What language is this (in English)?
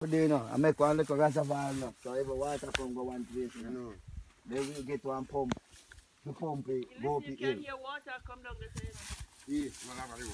Jamaican Creole English